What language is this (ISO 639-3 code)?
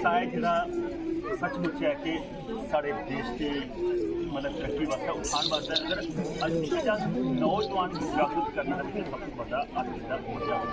doi